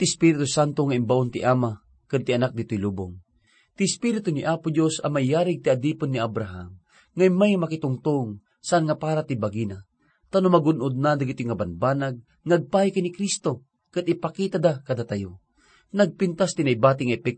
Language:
Iloko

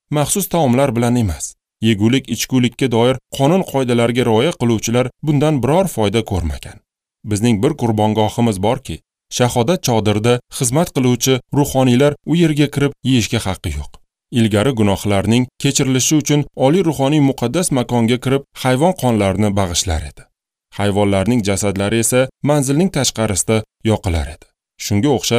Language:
Uzbek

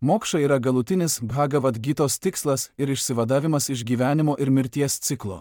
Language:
Lithuanian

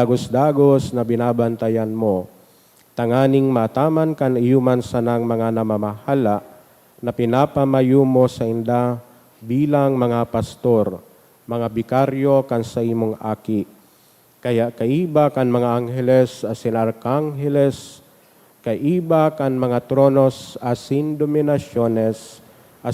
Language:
Bikol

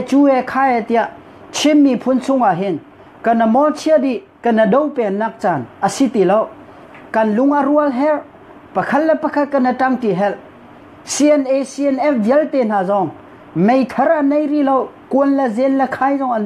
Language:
Hakha Chin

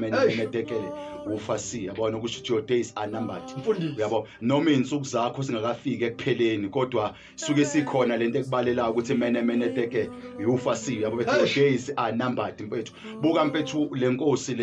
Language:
Zulu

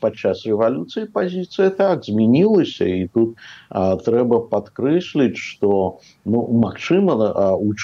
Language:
Belarusian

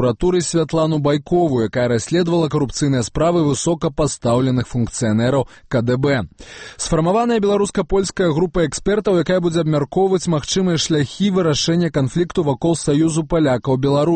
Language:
Belarusian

